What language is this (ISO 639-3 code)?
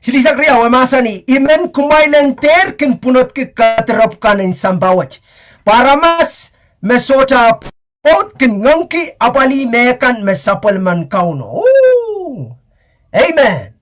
pon